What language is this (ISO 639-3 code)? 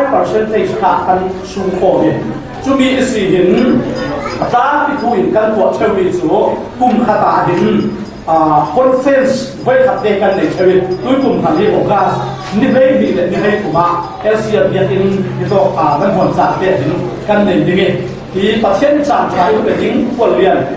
cfm